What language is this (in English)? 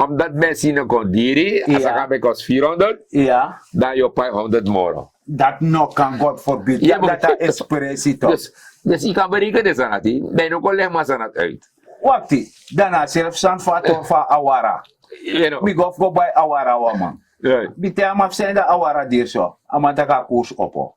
Sranan Tongo